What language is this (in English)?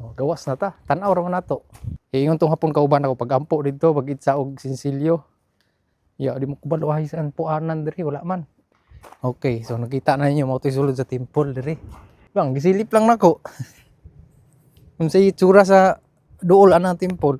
Cebuano